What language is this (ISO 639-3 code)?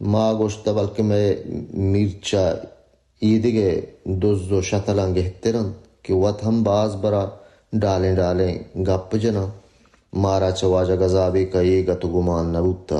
bal